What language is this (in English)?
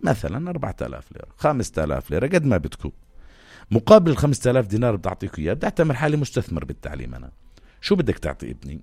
North Levantine Arabic